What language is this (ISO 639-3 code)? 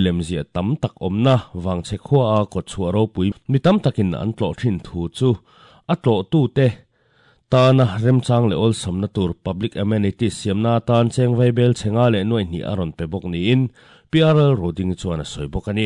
lus